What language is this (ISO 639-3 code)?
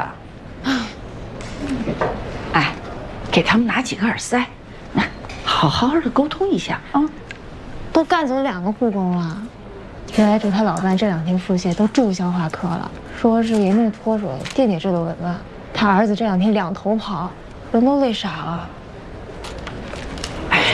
zho